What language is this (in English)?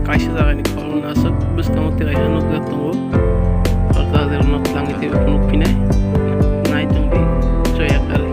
Kok Borok